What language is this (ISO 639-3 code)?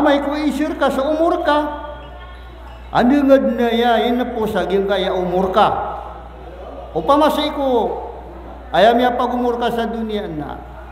mrw